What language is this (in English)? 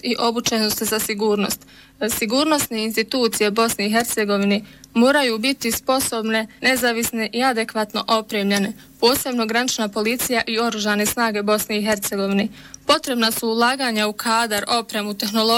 Bosnian